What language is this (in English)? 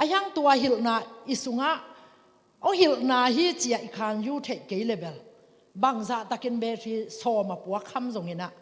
Tedim Chin